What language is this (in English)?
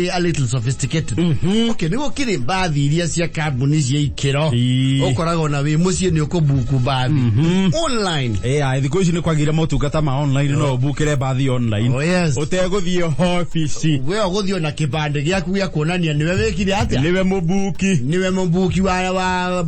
Kikuyu